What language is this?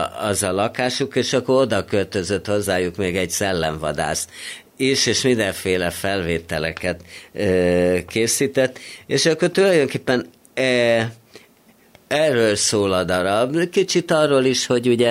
Hungarian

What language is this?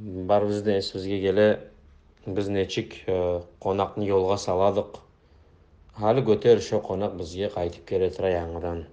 Kumyk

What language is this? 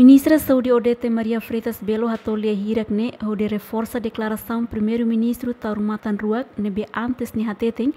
Tetum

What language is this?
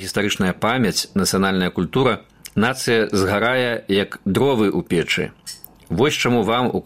Belarusian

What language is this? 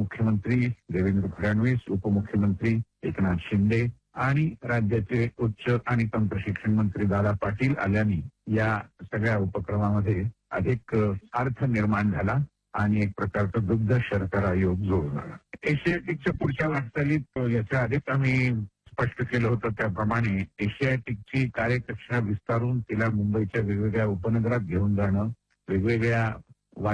Marathi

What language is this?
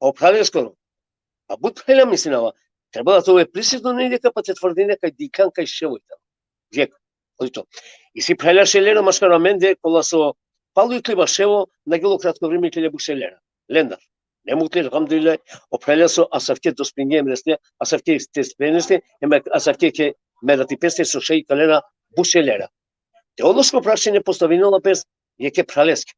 Balkan Romani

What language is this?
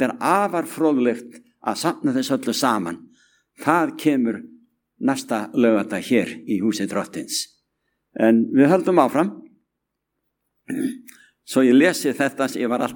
Icelandic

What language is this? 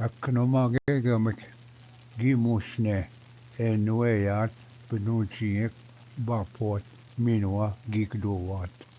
Ojibwa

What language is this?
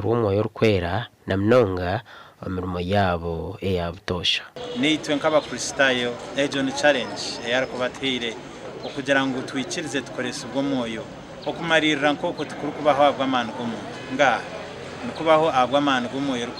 Nyankole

